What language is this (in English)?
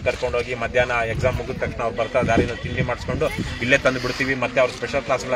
Kannada